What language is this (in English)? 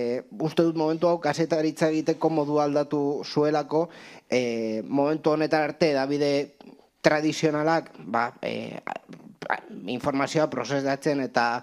Basque